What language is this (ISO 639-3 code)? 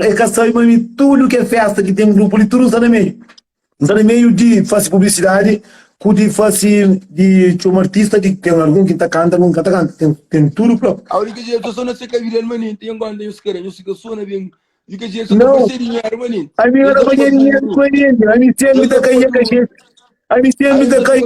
kea